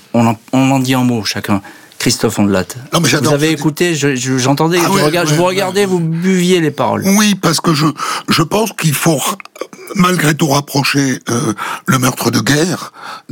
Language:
French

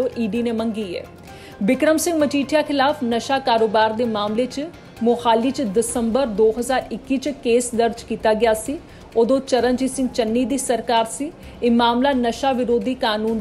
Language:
Punjabi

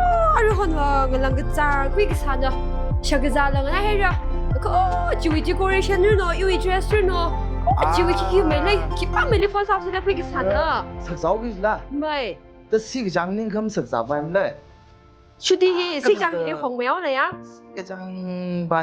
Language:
Tangkhul Naga (India)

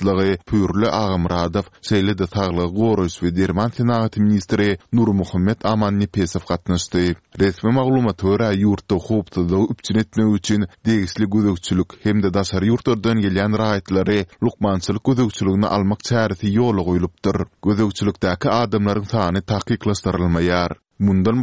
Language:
Turkmen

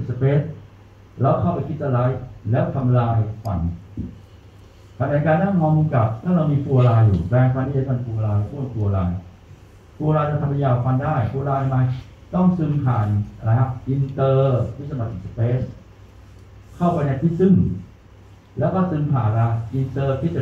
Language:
Thai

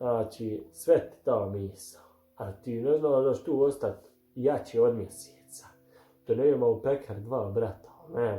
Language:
Bosnian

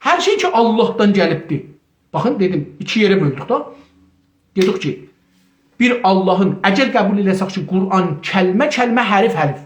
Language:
South Azerbaijani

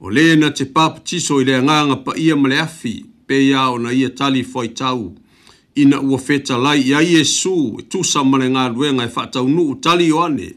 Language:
Samoan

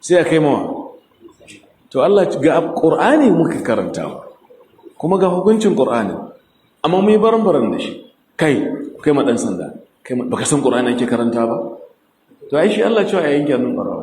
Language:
Hausa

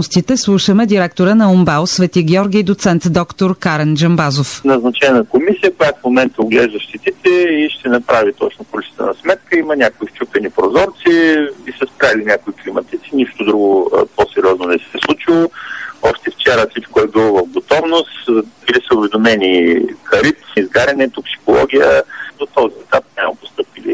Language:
Bulgarian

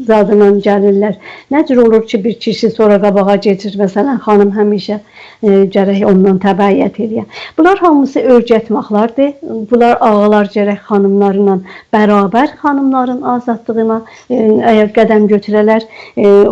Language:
South Azerbaijani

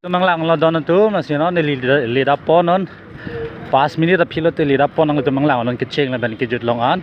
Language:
Karbi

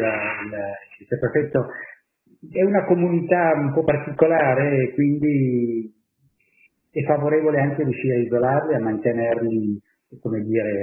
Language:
Italian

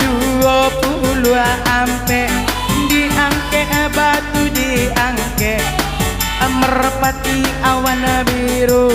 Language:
Minangkabau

